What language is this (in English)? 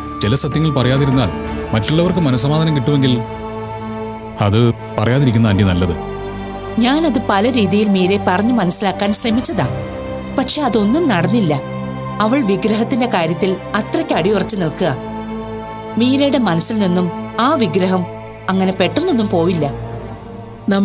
Malayalam